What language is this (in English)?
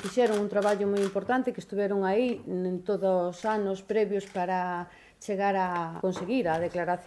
Galician